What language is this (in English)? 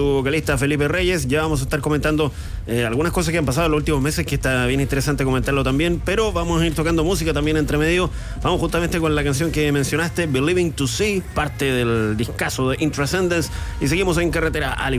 Spanish